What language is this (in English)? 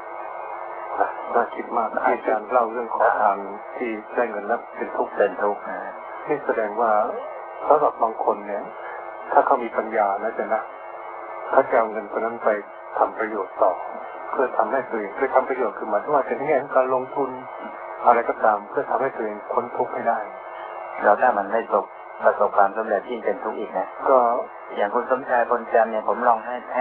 Thai